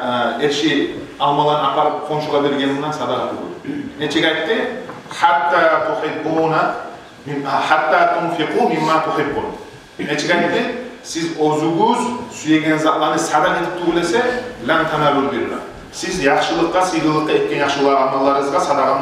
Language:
Kumyk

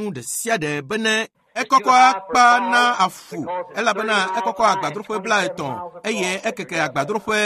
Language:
Ewe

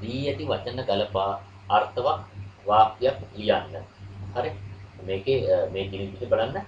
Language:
Sinhala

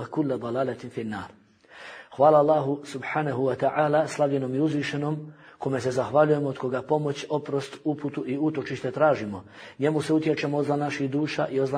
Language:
Bosnian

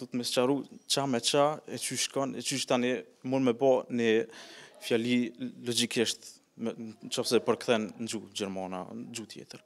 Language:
Albanian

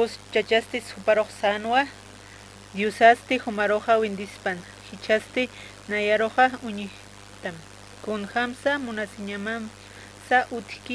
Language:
Aymara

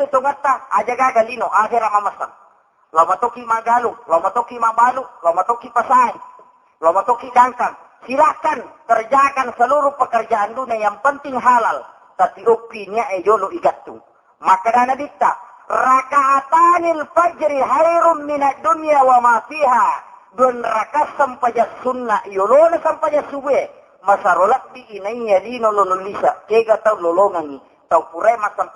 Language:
Buginese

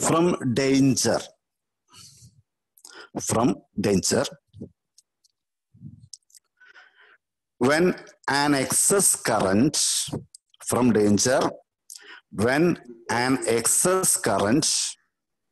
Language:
Malayalam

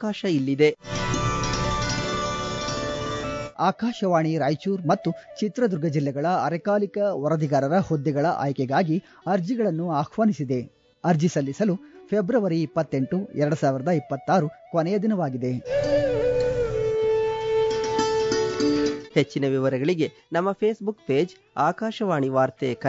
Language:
Kannada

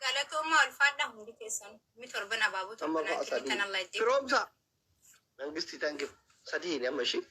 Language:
Oromo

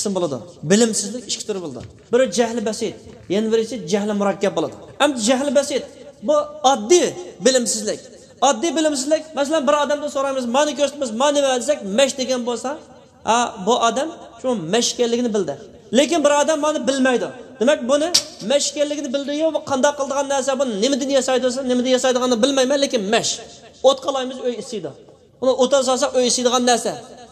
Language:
Uyghur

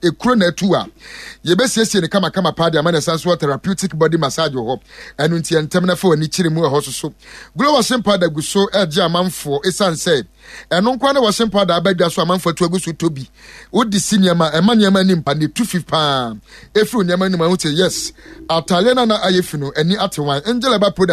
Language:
Akan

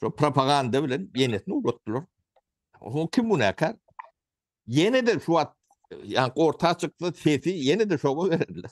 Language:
Turkmen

